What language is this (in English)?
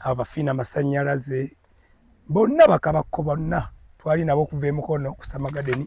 Ganda